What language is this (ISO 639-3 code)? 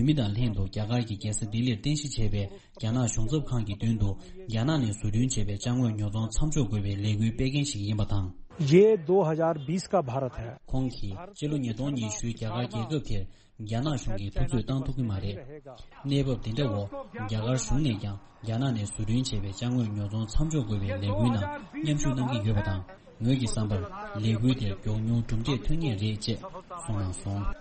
bod